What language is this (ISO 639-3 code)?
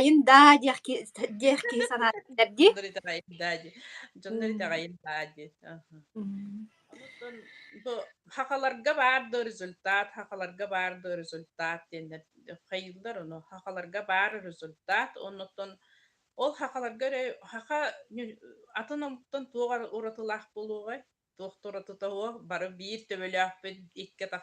sah